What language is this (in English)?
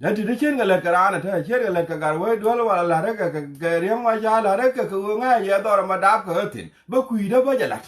Nuer